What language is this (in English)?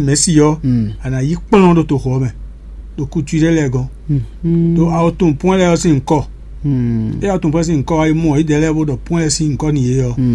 Fon